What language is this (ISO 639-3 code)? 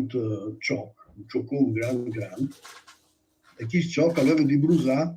fur